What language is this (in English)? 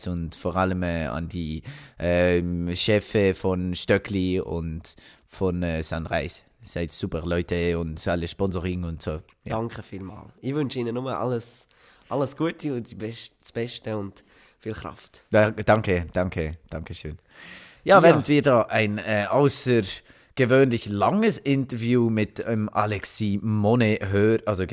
Swiss German